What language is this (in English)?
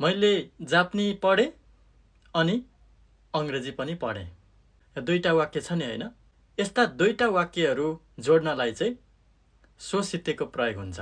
Nepali